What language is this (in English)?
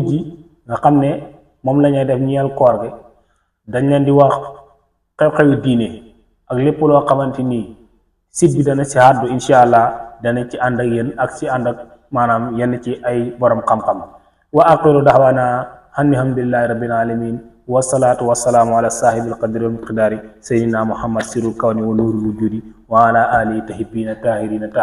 Wolof